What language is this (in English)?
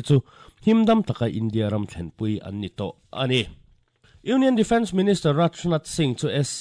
Mizo